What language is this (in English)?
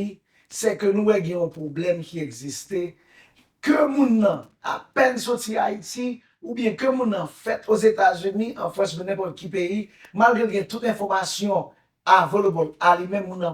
Haitian Creole